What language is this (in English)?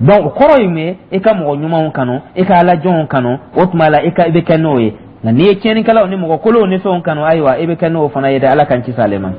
Dyula